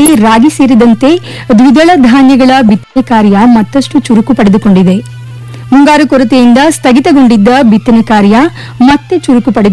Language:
Kannada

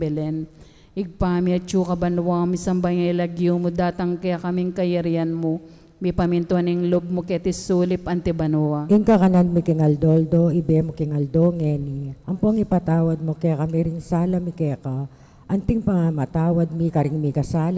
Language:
Pampanga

